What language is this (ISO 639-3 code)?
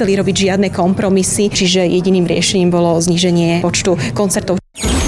slk